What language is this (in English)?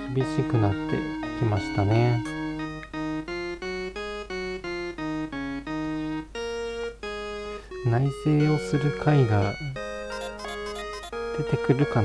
Japanese